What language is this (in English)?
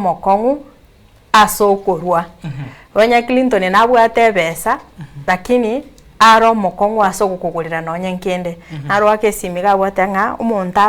Gusii